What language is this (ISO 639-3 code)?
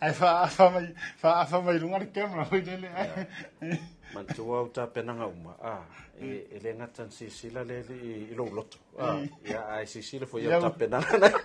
smo